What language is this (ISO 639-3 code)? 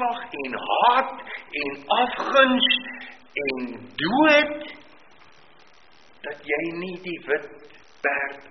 afr